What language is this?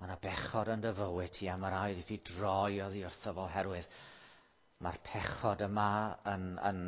Welsh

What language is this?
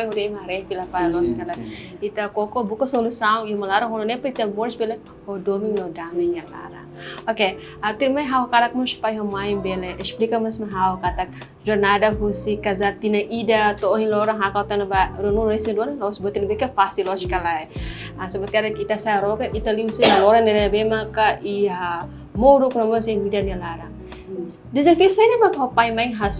Tetum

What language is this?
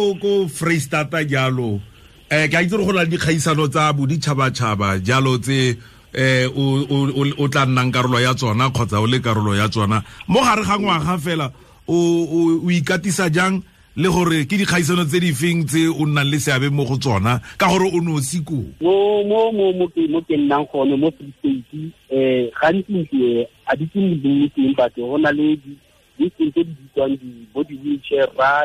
Tswana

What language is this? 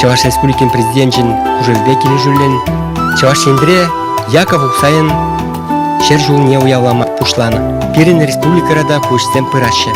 Chuvash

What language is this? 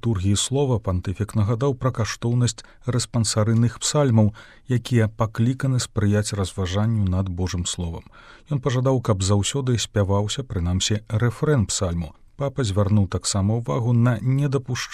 Belarusian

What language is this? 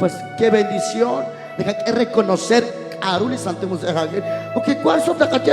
Kekchí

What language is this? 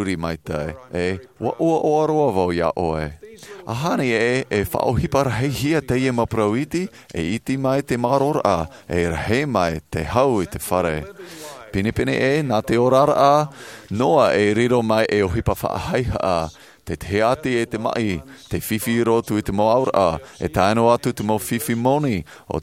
Tahitian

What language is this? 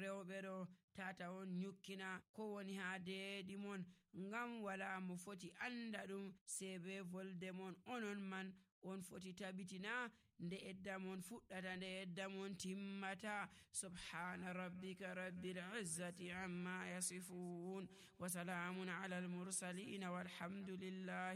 Nigerian Fulfulde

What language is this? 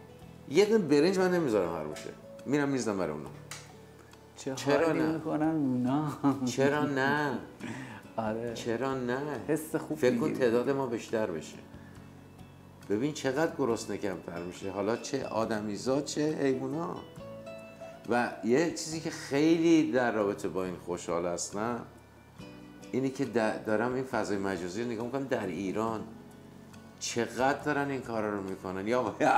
Persian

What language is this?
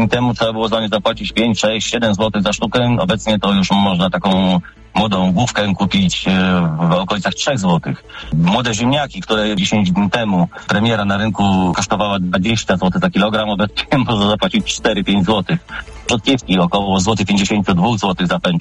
Polish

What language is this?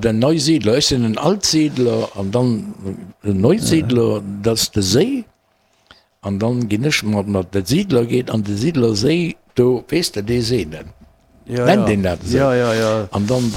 Luxembourgish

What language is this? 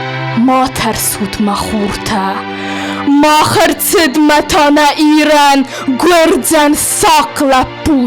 Ossetic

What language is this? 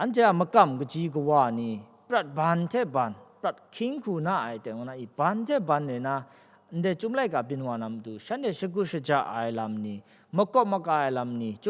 Kachin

